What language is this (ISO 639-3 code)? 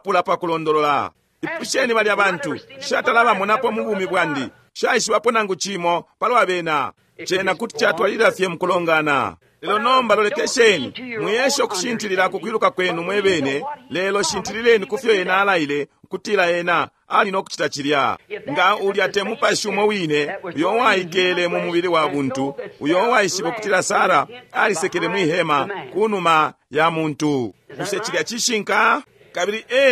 bem